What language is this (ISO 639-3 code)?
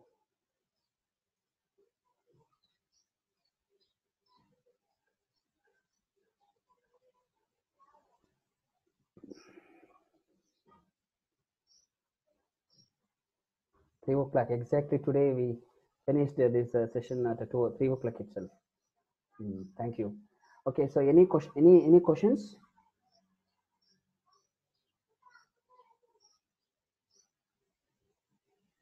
kan